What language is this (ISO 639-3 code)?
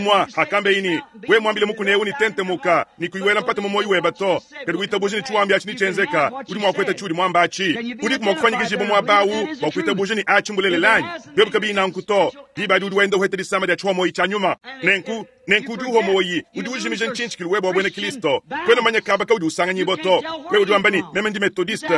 lua